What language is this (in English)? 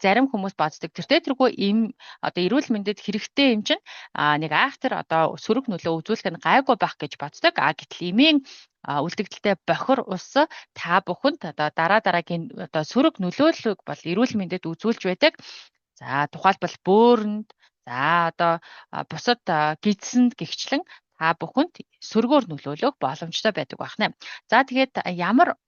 Mongolian